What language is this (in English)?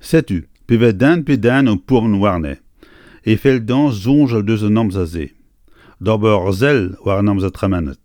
Breton